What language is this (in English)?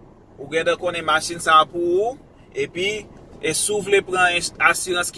Haitian Creole